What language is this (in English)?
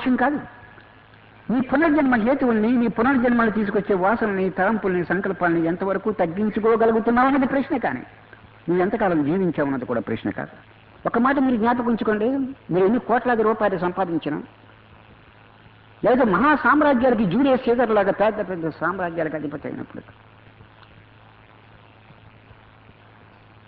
Telugu